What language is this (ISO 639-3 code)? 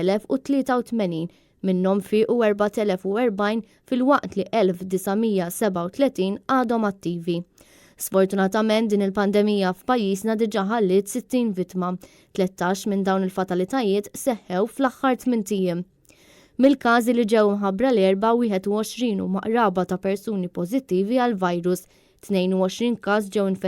mlt